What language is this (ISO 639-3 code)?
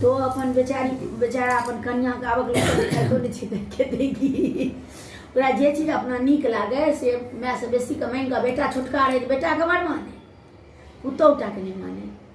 mai